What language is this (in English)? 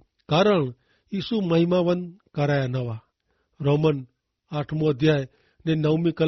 Kachhi